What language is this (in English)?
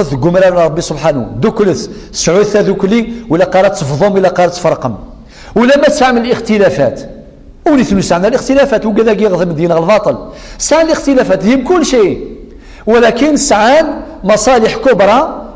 Kabyle